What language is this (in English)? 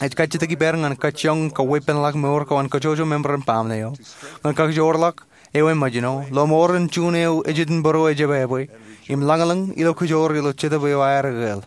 Marshallese